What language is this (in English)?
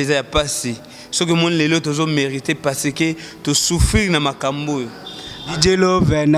Lingala